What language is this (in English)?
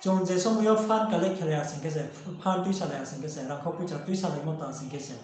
Riang (India)